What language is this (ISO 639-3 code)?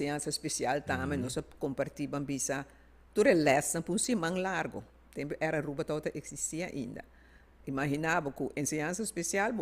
pap